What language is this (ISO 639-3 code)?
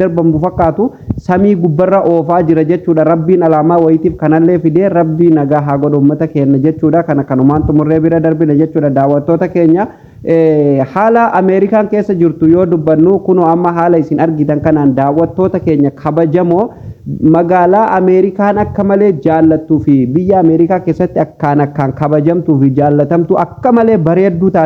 orm